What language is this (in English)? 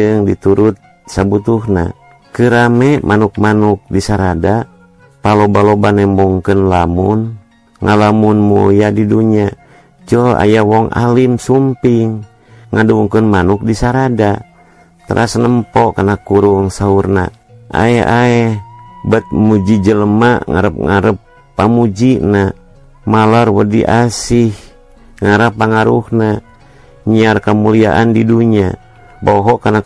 Sundanese